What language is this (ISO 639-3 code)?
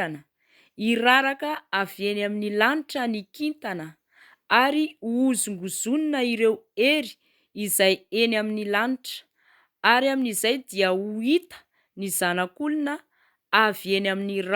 mlg